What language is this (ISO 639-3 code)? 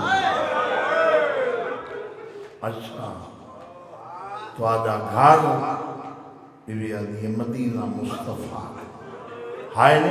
urd